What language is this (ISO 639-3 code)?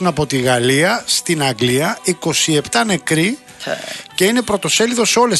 ell